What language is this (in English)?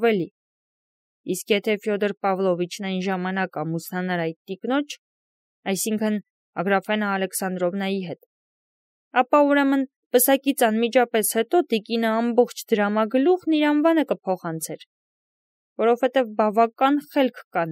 Armenian